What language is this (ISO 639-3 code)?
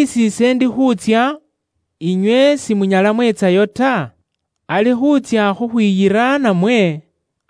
luy